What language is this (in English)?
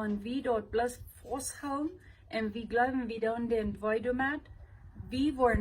Plautdietsch